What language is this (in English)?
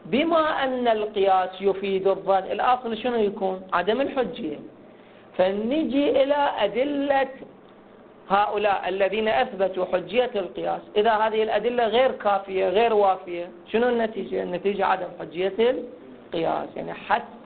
Arabic